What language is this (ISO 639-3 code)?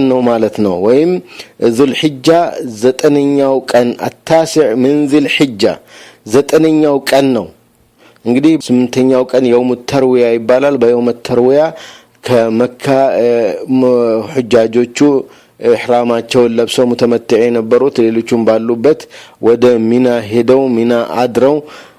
amh